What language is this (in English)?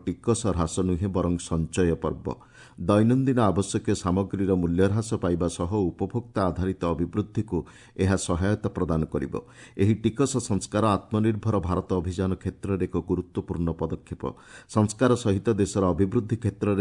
Odia